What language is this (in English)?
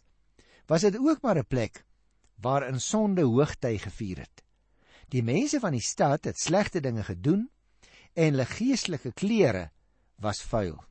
Afrikaans